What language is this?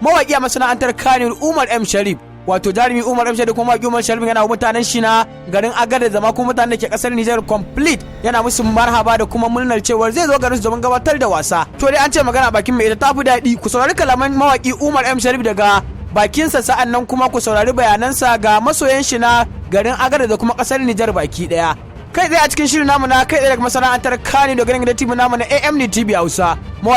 Hausa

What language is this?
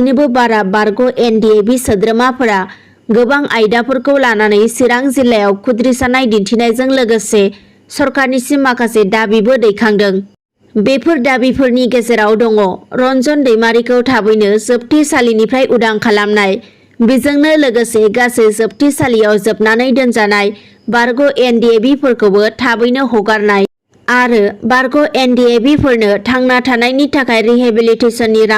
Bodo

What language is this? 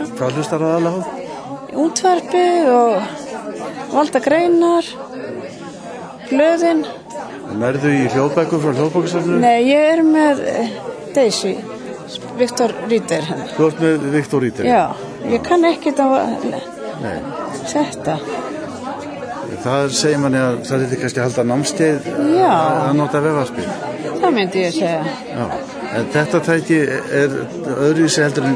Icelandic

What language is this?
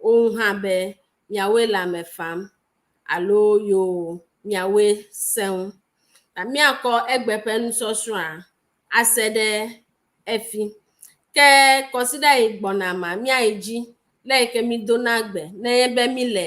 Ewe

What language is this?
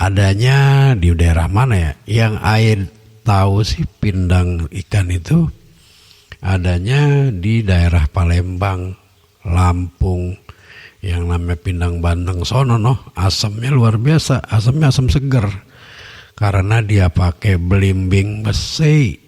Betawi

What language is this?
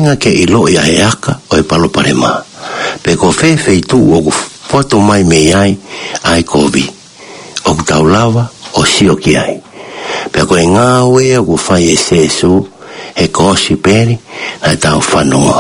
Tongan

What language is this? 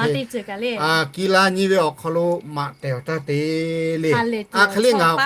Lahu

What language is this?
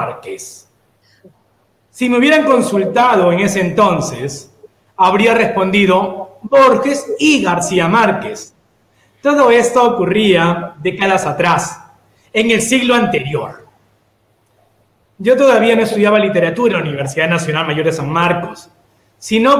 Spanish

